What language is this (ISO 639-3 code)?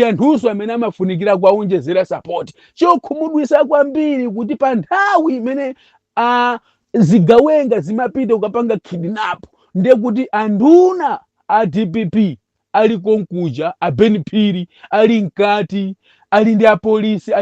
nya